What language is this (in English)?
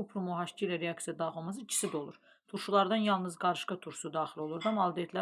Azerbaijani